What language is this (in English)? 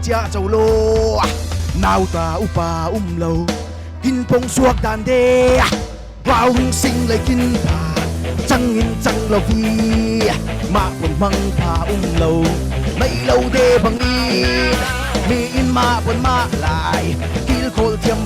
Falam Chin